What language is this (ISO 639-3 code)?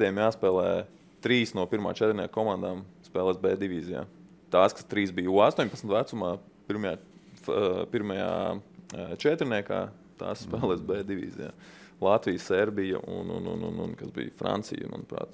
lav